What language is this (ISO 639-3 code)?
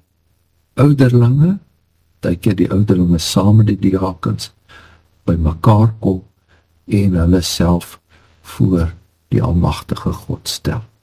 afr